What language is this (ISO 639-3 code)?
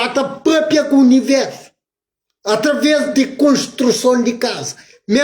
kea